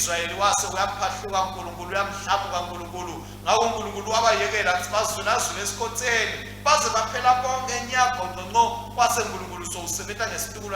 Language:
Swati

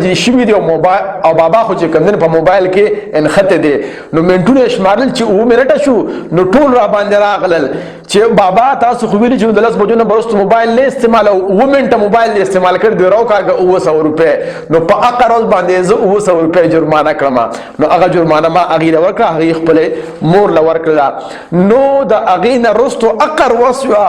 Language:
Pashto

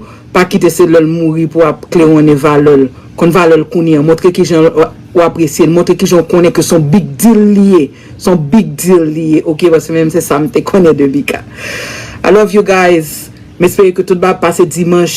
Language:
Haitian Creole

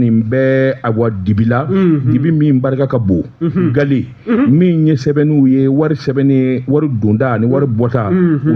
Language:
Bambara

